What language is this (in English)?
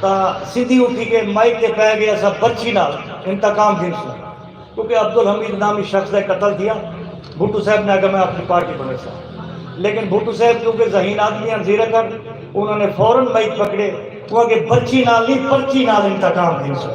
Saraiki